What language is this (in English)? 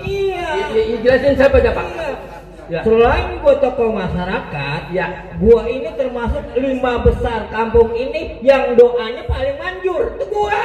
Betawi